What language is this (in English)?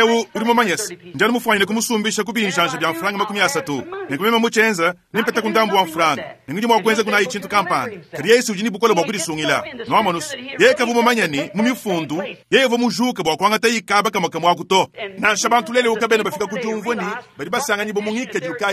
Luba-Lulua